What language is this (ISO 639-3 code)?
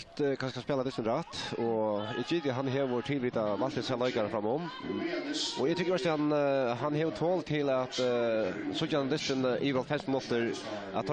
fao